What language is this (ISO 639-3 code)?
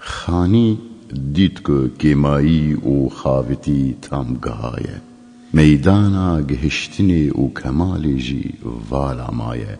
kur